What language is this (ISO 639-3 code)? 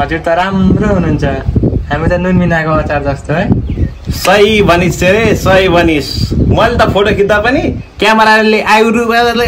nep